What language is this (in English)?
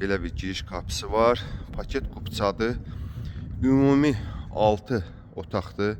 Azerbaijani